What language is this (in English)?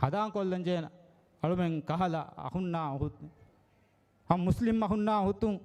Divehi